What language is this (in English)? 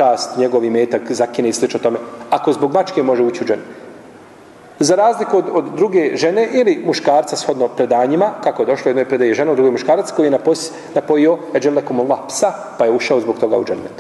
Bosnian